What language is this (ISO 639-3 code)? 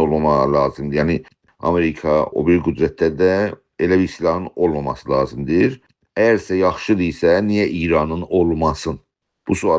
azb